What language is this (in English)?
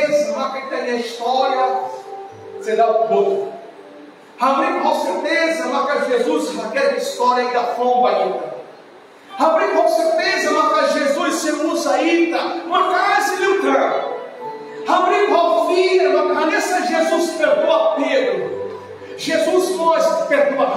Tetum